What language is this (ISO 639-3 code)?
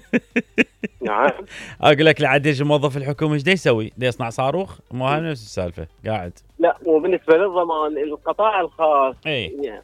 acm